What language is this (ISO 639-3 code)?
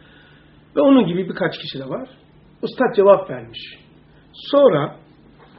tur